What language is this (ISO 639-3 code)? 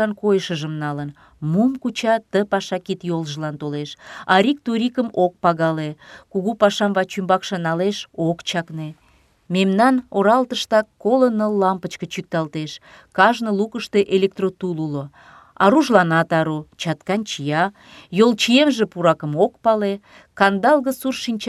chm